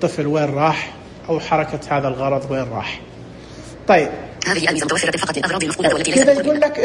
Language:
Najdi Arabic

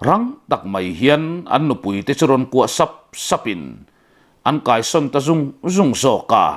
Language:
Mizo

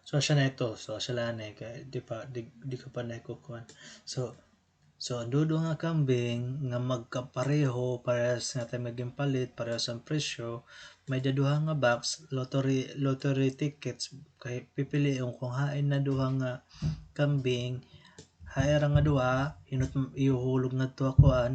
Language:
Waray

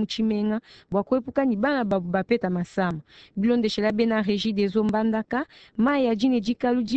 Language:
Luba-Lulua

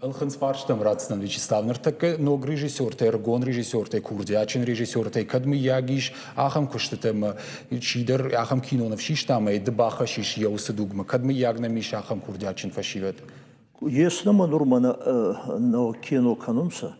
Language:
Ossetic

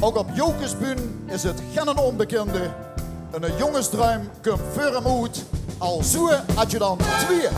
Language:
Limburgish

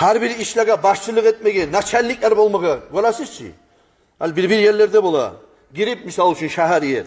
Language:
Kumyk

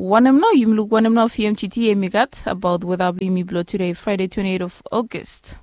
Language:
Bislama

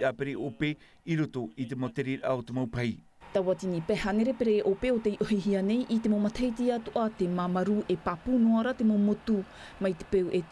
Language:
Tahitian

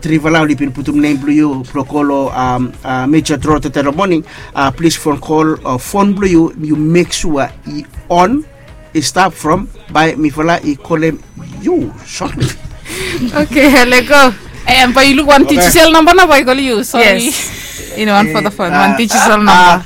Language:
Bislama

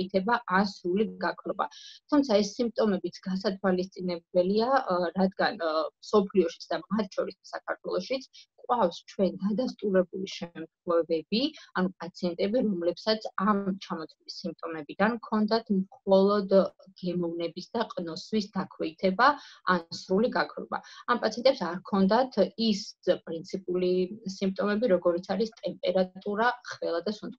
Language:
Georgian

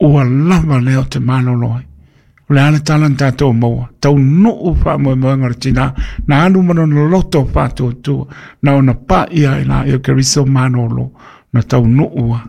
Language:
Samoan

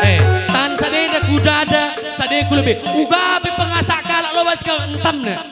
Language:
Batak Karo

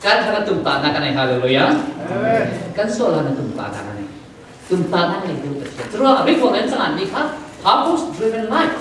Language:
Falam Chin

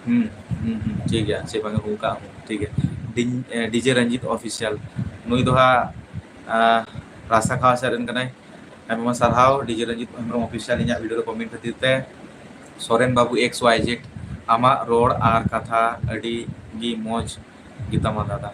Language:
Santali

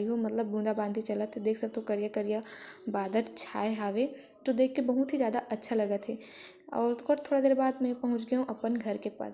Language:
Chhattisgarhi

